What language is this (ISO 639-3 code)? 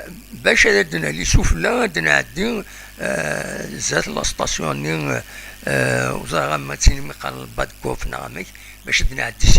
kab